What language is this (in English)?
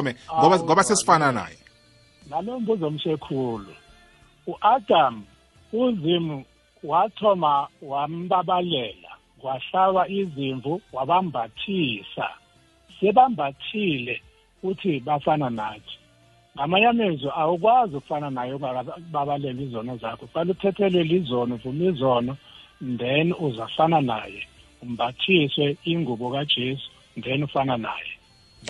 South Ndebele